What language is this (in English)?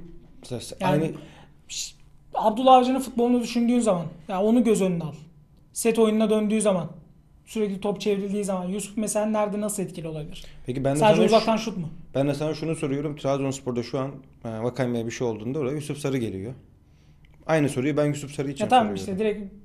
Turkish